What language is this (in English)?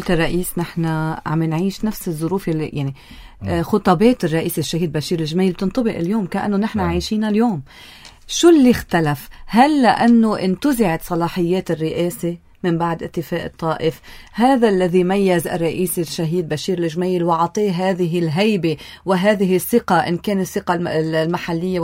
North Levantine Arabic